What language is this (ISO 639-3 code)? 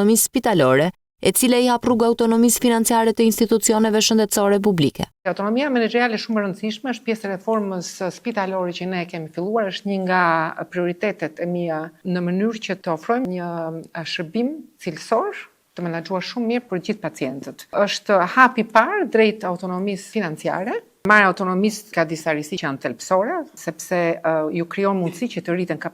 sqi